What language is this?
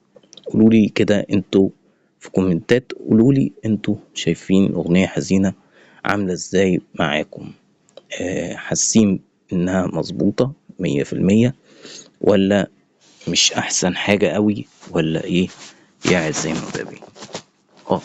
Egyptian Arabic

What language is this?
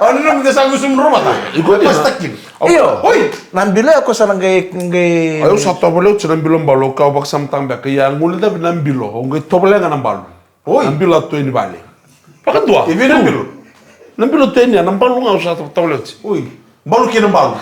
Fijian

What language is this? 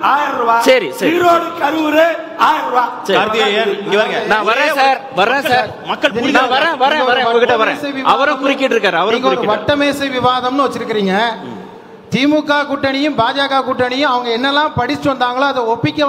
Tamil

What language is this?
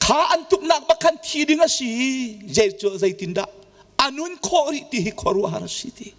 Hakha Chin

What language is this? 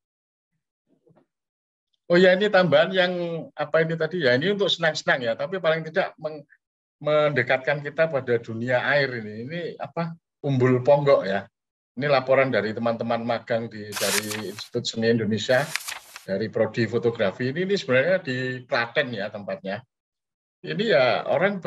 Indonesian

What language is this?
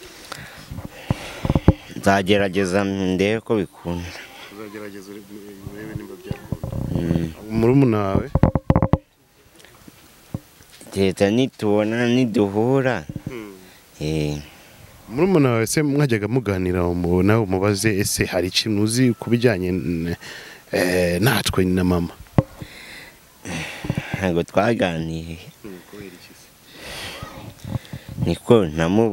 Kinyarwanda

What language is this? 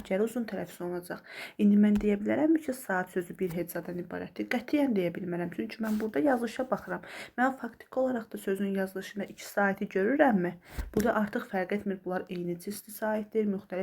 Azerbaijani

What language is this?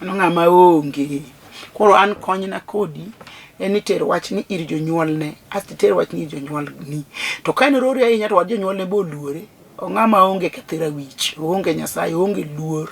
Luo (Kenya and Tanzania)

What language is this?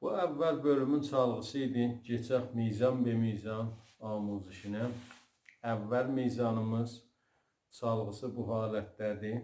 South Azerbaijani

